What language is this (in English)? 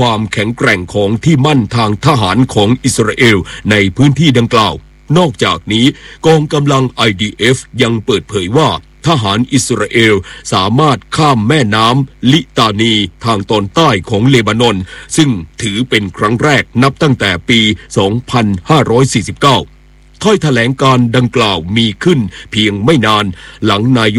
Thai